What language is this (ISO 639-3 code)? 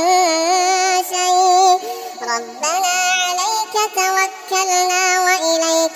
ara